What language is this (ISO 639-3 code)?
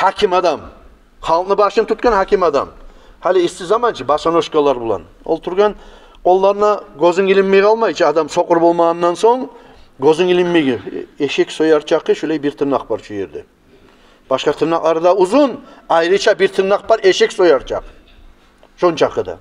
kum